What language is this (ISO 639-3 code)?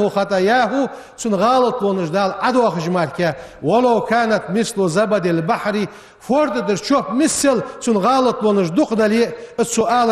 inh